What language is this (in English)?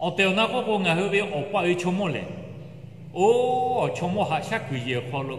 Lahu